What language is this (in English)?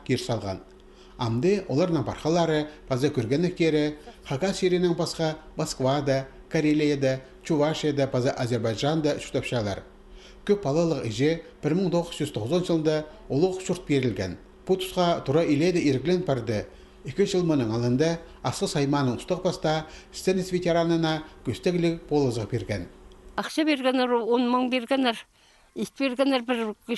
Khakas